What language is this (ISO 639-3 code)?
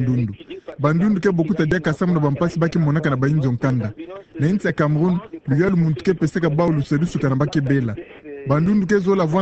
ktu